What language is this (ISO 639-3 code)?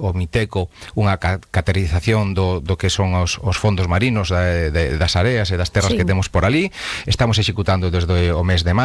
glg